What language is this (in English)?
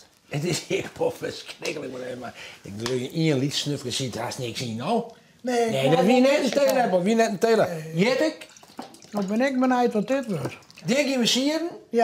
Western Frisian